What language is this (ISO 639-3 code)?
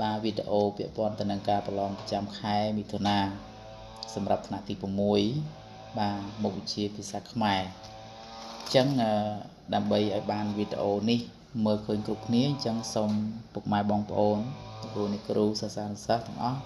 khm